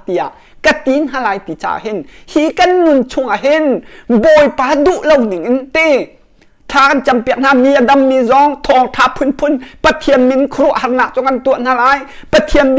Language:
Hakha Chin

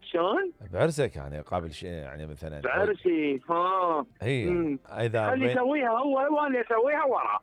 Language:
Mesopotamian Arabic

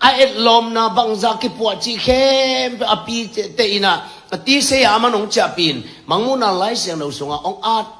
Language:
Tedim Chin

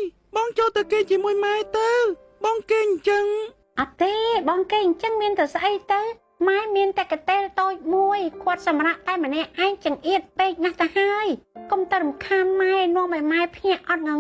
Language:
Khmer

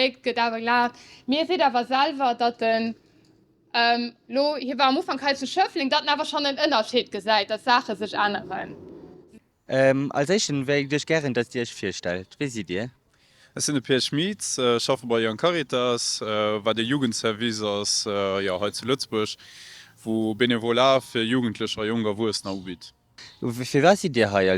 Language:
Luxembourgish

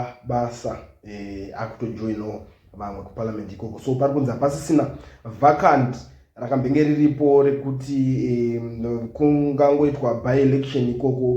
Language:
Shona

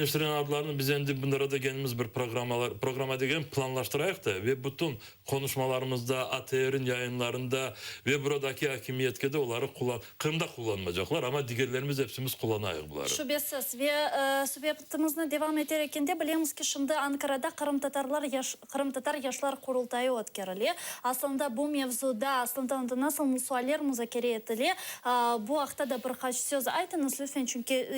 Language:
Crimean Tatar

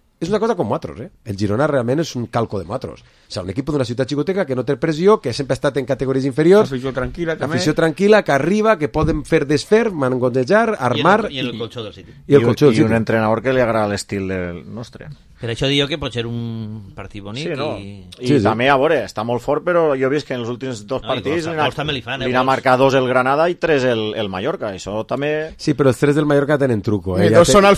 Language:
Catalan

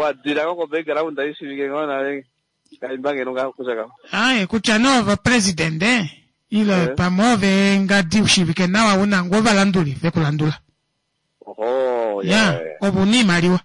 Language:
Kuanyama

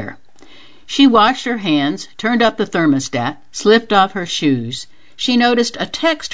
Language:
English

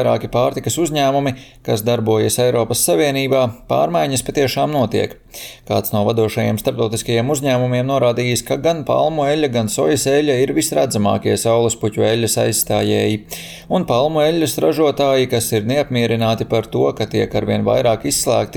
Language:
Latvian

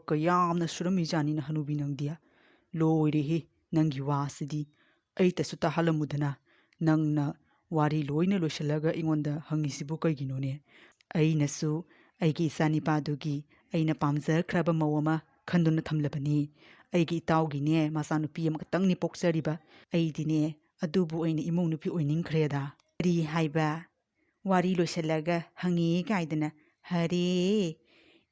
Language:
Manipuri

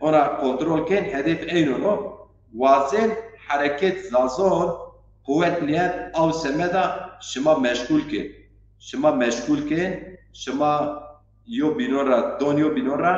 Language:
Zaza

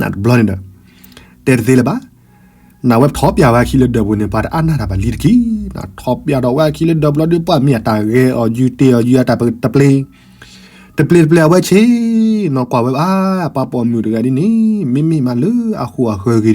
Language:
S'gaw Karen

